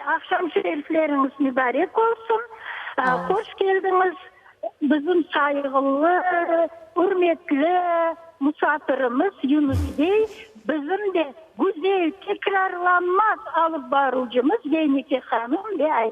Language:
Crimean Tatar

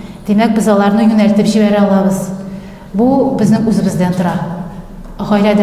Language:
Tatar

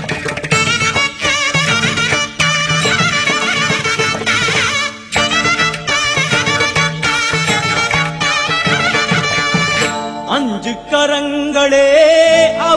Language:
Tamil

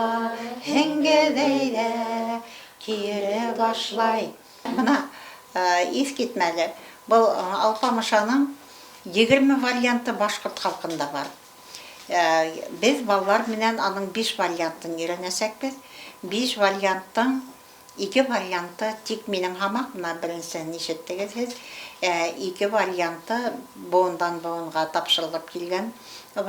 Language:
Bashkir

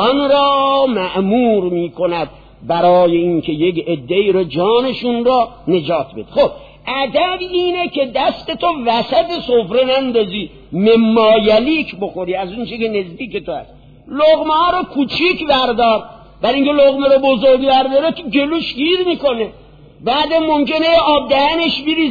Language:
Persian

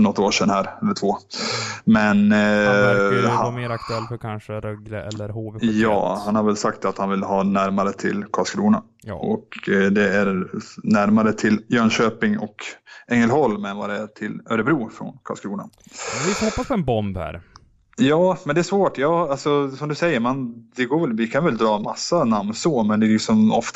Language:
Swedish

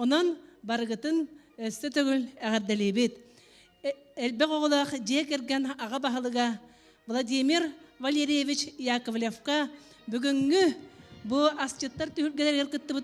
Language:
Yakut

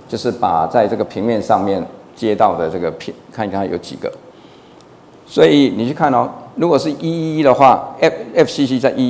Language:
Chinese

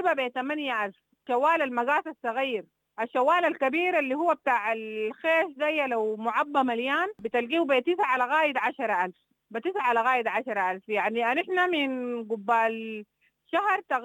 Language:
Sudanese Arabic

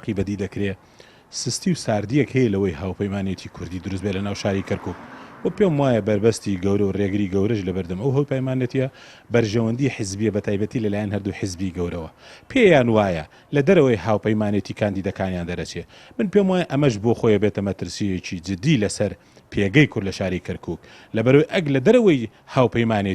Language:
Central Kurdish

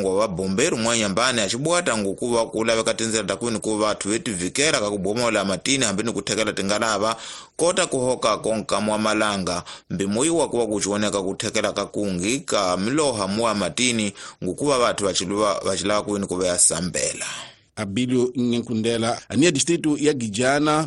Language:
Tsonga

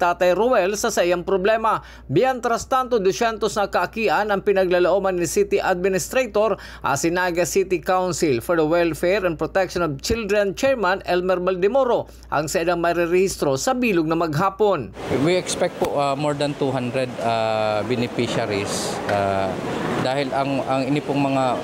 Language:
Bikol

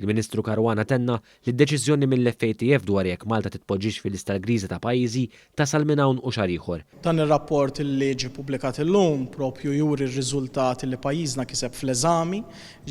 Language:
Maltese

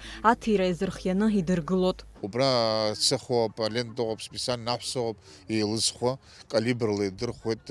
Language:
Abkhazian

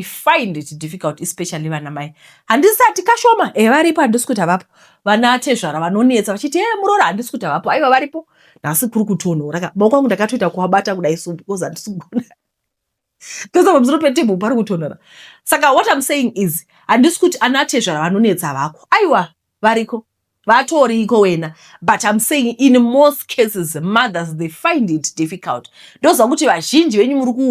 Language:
Shona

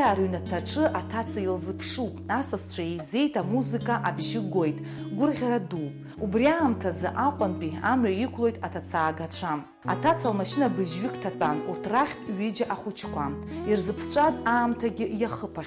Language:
Abkhazian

